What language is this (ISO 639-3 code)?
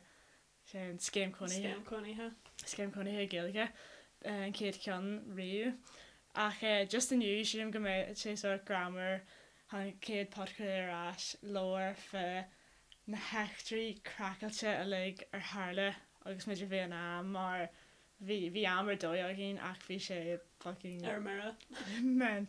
gle